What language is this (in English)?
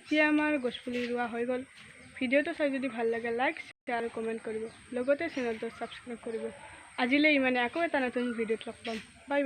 Assamese